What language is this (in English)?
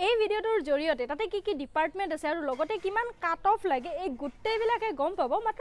Assamese